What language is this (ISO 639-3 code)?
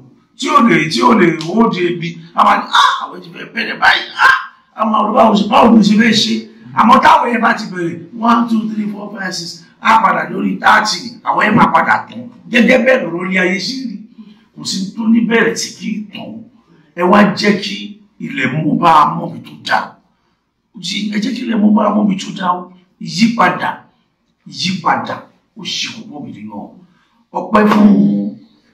yor